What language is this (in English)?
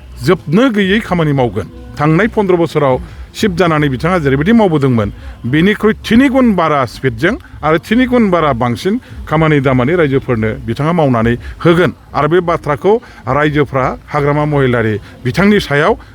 Bodo